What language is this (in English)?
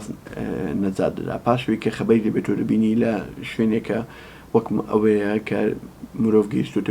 Central Kurdish